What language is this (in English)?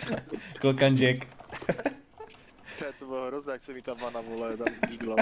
Czech